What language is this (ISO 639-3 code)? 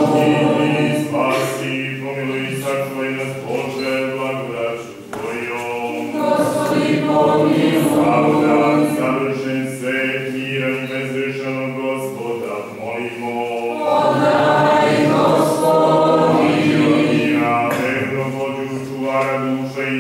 srp